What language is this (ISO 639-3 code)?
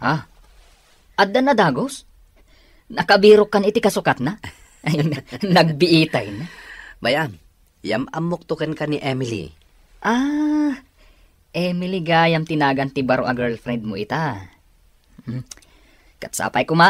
ilo